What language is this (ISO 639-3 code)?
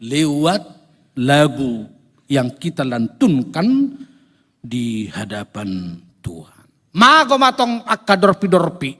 bbc